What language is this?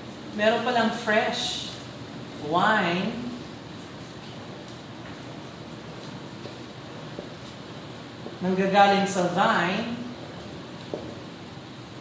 Filipino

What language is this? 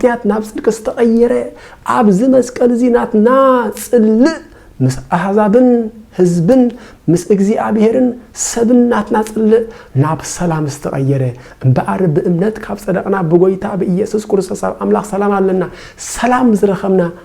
Tigrinya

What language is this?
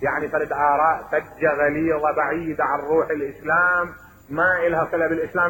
Mesopotamian Arabic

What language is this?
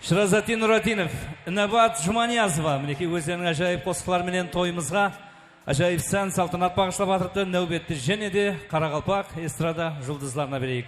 Kara-Kalpak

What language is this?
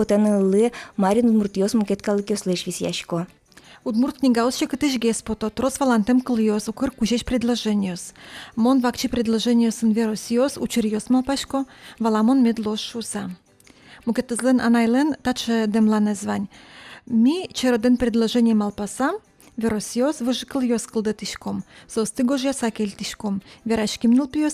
Udmurt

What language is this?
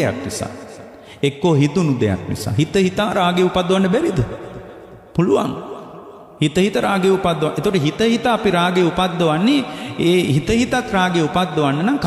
Sinhala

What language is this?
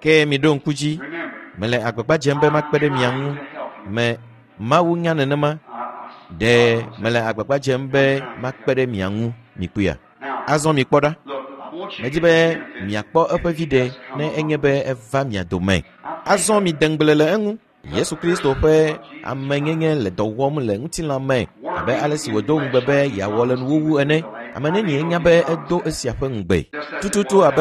Ewe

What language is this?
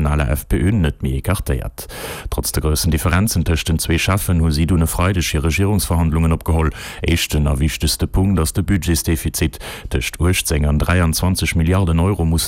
Luxembourgish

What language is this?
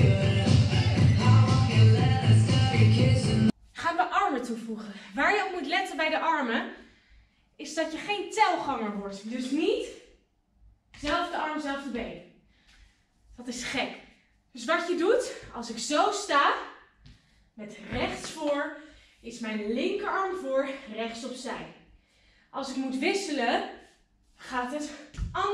Dutch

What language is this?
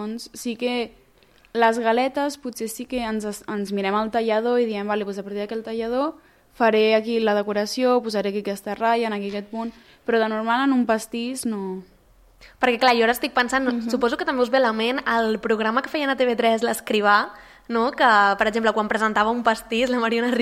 Catalan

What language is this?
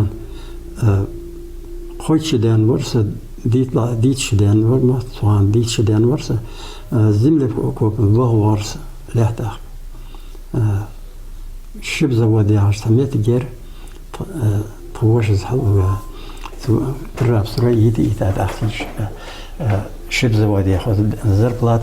Ingush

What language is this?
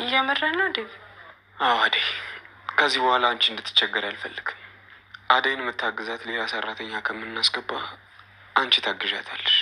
Amharic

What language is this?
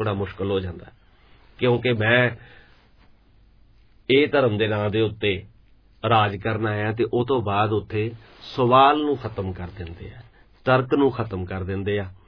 Punjabi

